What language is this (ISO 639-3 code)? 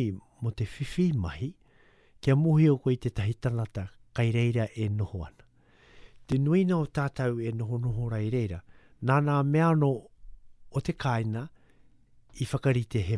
mri